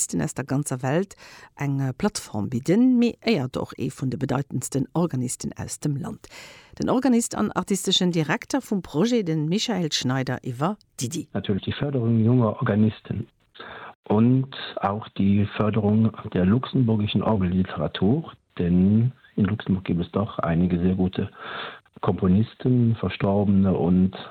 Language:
Luxembourgish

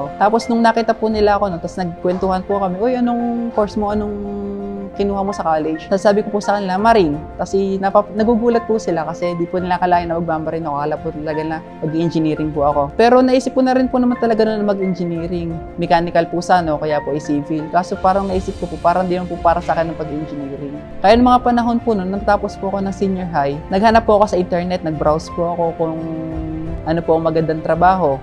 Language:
Filipino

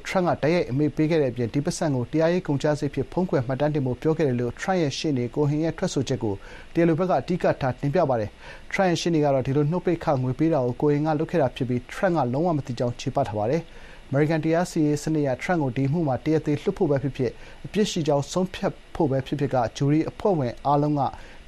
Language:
Burmese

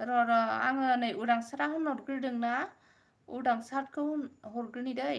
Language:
Bodo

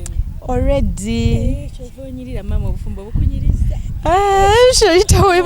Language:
Ganda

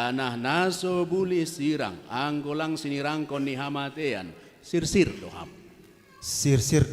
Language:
Batak Simalungun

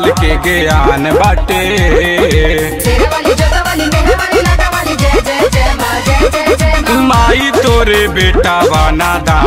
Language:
Bhojpuri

